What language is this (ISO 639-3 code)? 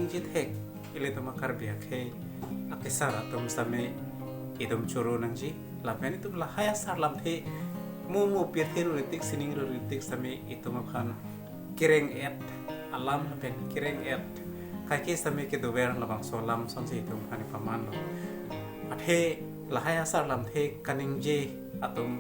mjw